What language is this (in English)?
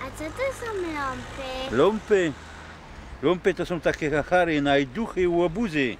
Silesian